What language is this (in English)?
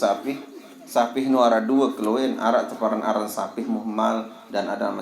Sasak